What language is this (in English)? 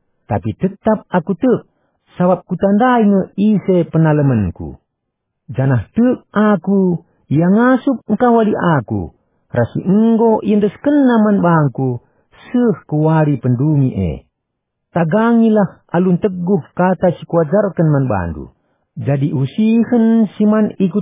Batak Karo